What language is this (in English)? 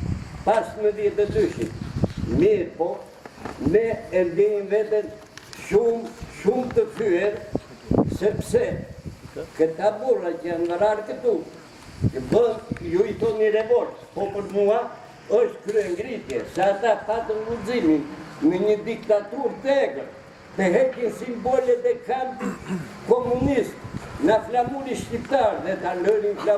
Albanian